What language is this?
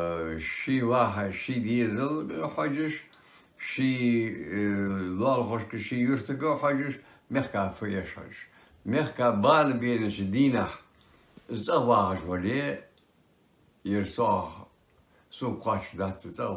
Ingush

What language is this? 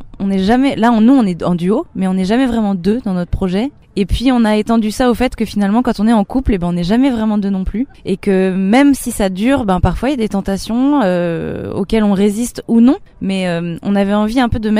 French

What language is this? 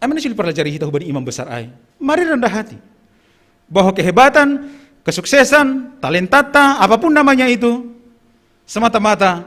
Batak Simalungun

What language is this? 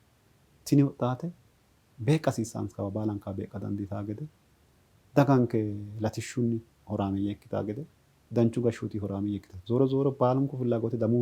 Sidamo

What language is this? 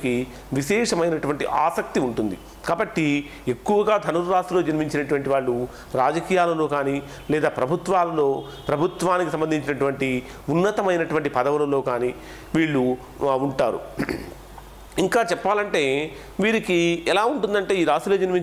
Telugu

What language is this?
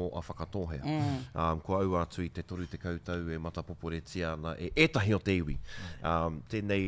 Māori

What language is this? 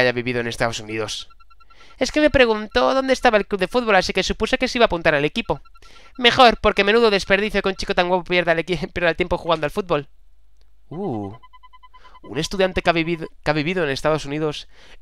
Spanish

